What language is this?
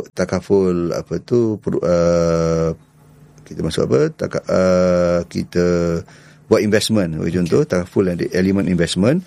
Malay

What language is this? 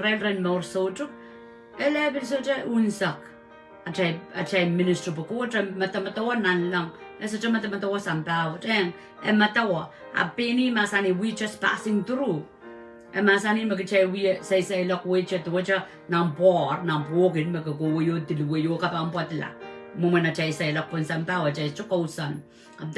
Pohnpeian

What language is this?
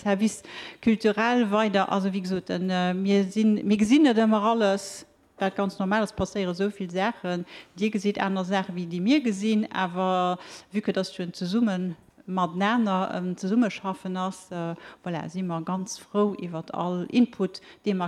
Luxembourgish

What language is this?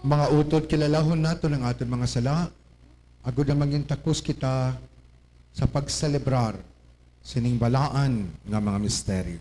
Hiligaynon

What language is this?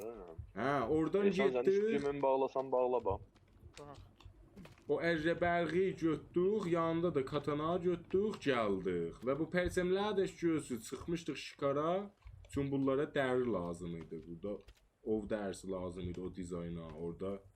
South Azerbaijani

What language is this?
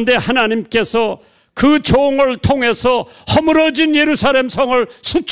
Korean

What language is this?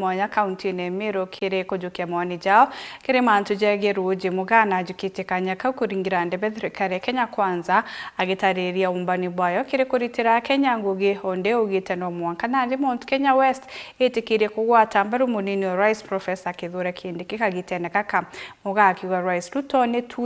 Meru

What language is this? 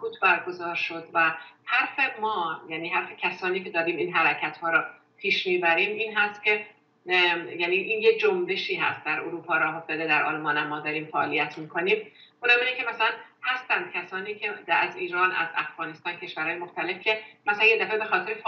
Persian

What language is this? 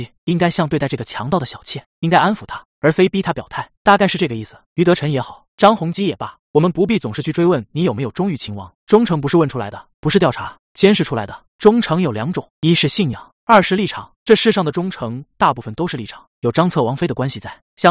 Chinese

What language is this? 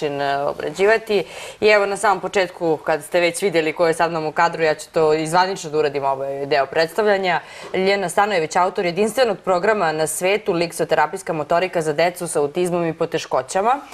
Serbian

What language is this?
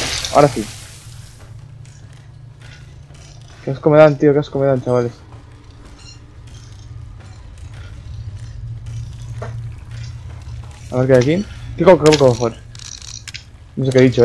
Spanish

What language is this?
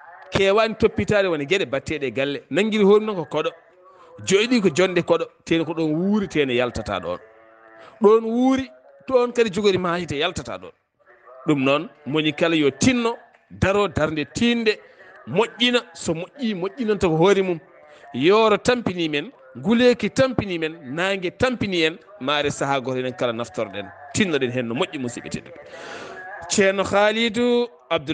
Fula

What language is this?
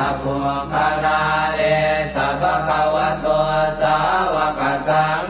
Pali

